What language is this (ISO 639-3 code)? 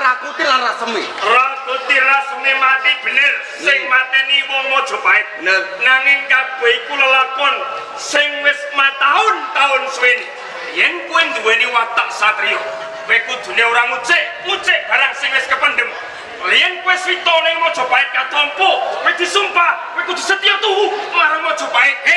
jav